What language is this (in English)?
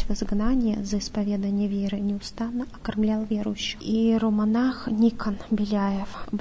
Russian